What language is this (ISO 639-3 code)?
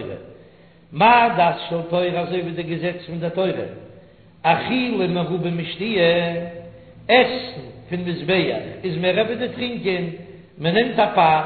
yid